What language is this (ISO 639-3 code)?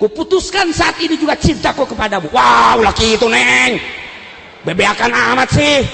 sun